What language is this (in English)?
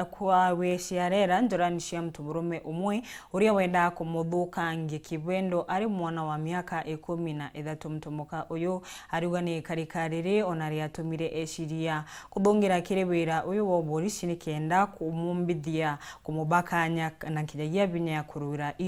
Meru